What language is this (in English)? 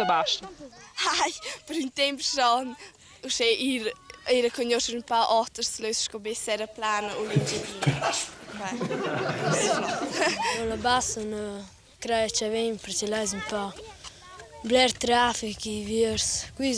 Romansh